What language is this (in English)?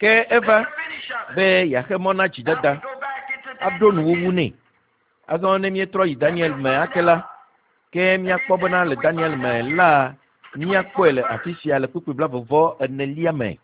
Ewe